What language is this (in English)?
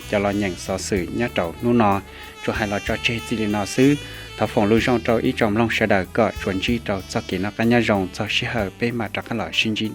Hmong